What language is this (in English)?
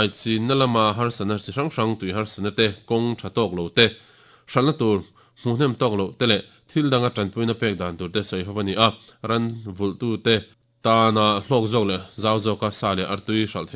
Mizo